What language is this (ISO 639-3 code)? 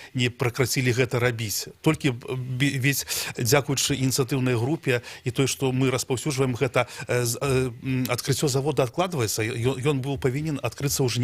bel